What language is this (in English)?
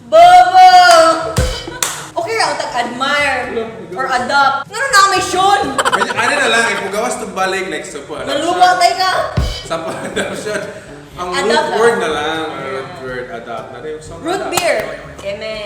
Cebuano